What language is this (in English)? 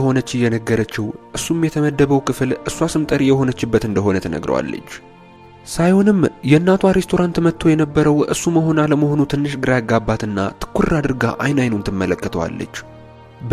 Amharic